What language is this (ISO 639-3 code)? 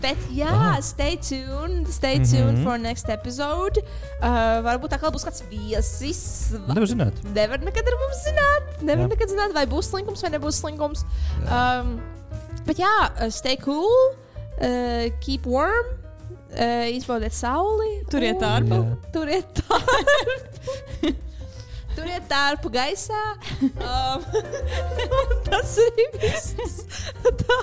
lav